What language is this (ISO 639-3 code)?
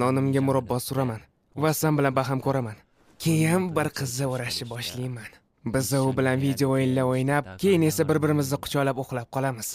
uzb